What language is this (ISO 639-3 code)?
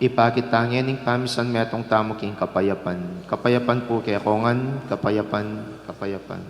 pam